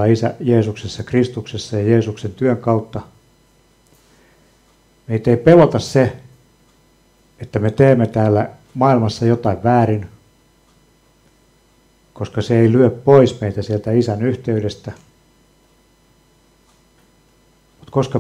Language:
Finnish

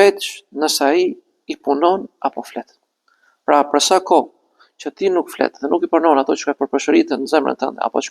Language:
Albanian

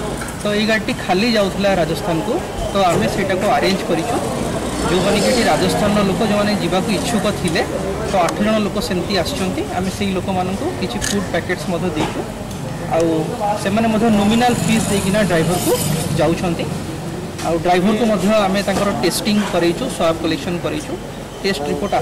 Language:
Odia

